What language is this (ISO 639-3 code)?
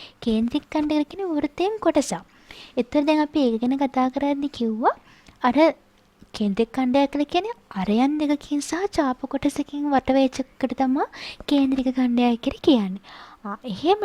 sin